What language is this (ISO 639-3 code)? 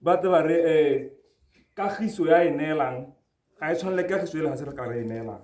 tsn